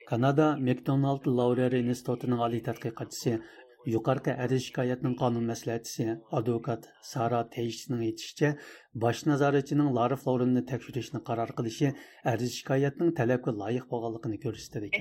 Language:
Uyghur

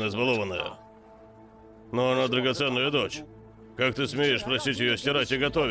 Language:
Russian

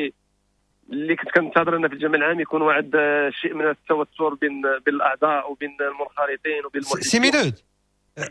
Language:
Moroccan Arabic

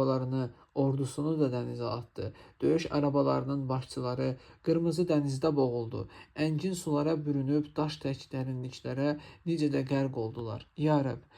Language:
Azerbaijani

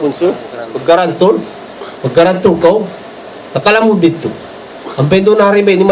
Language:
Tausug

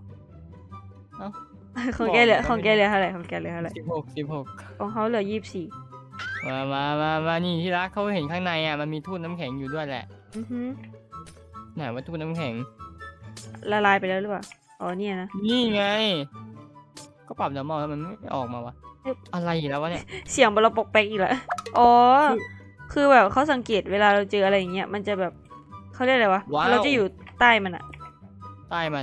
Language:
Thai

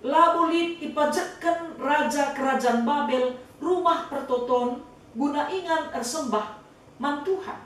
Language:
Batak Karo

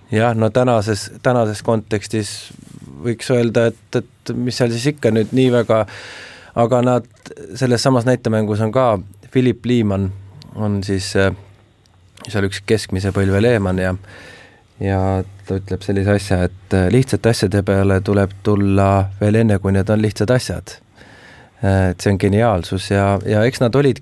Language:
Estonian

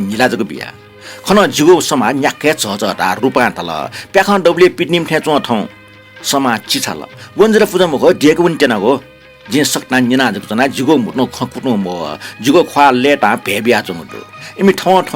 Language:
Newari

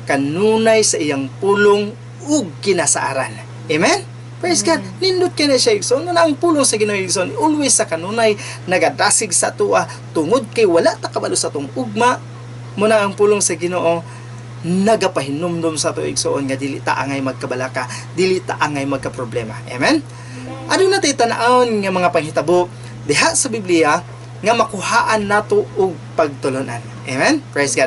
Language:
Cebuano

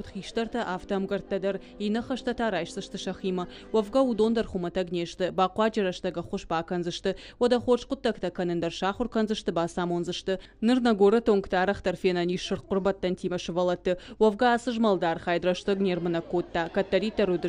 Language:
Ossetic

